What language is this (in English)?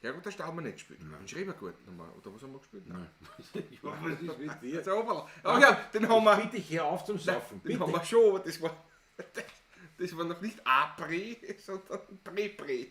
Bavarian